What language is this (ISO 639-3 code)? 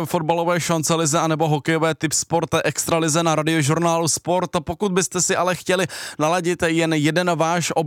ces